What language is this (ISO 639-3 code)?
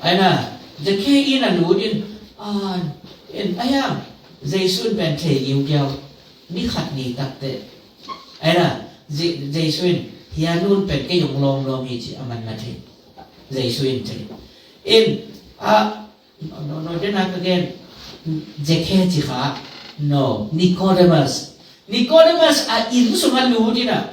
ctd